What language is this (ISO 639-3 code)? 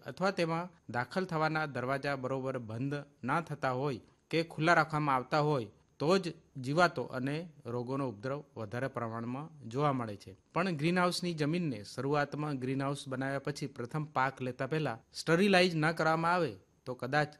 guj